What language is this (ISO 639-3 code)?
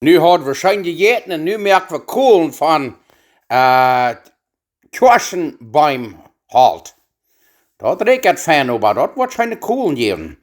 pdt